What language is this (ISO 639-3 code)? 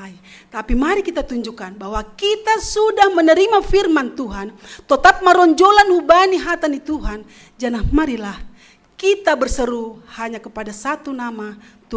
bts